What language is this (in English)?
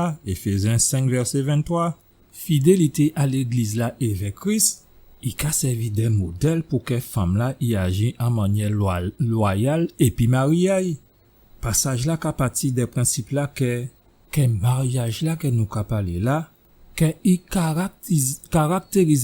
Guadeloupean Creole French